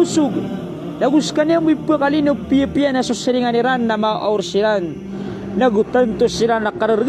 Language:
Maranao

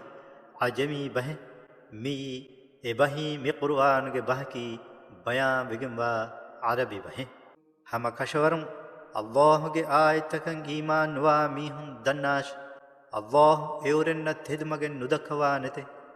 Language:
Divehi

